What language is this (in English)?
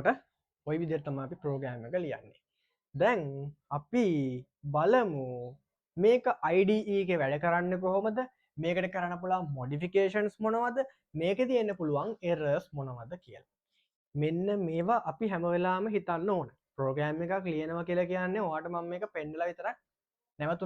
Sinhala